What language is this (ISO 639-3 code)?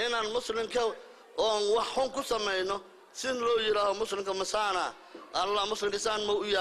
som